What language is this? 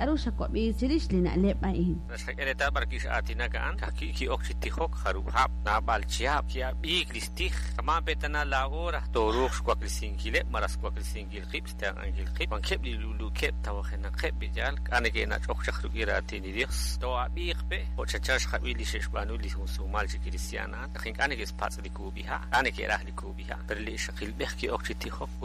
Kekchí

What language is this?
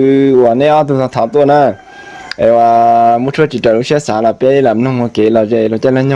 Hmong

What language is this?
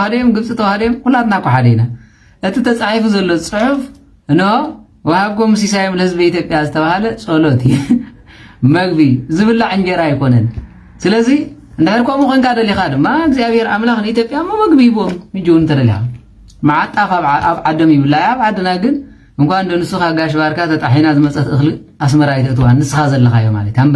Tigrinya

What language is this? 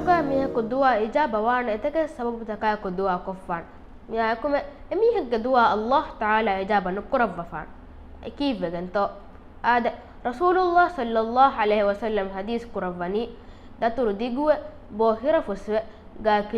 Divehi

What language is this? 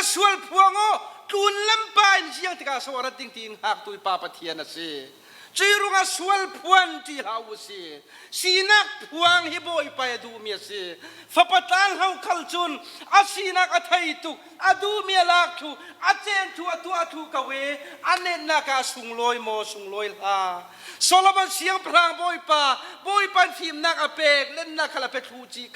Falam Chin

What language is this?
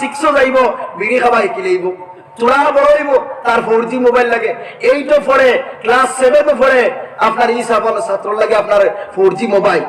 Sylheti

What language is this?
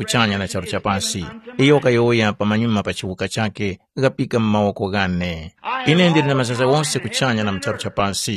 Tumbuka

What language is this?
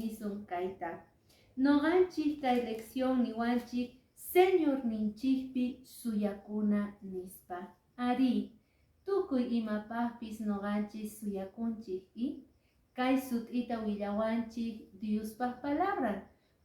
Quechua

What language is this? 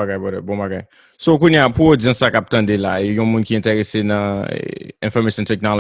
Haitian Creole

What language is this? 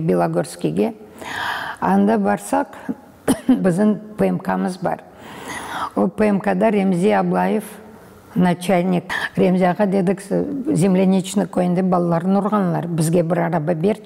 Crimean Tatar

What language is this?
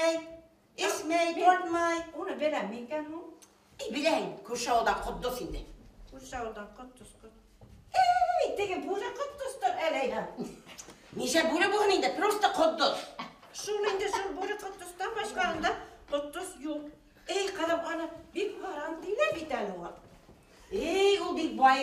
Bashkir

